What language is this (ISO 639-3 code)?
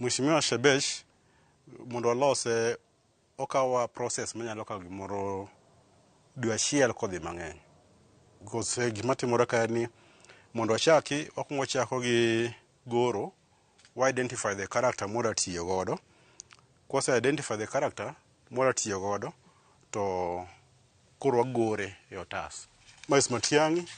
luo